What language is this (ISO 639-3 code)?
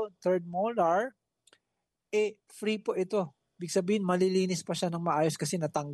fil